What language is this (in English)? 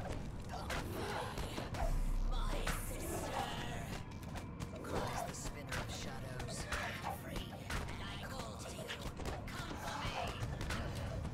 English